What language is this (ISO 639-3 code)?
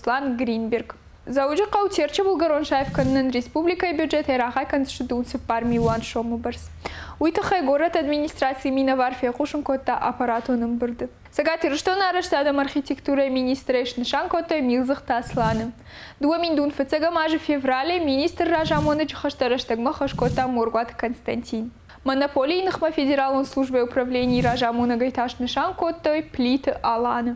oss